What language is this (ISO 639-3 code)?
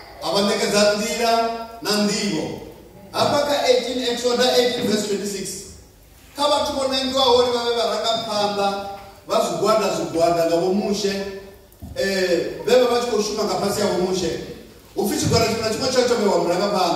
ven